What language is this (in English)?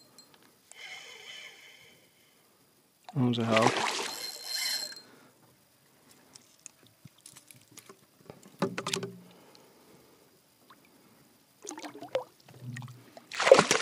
Finnish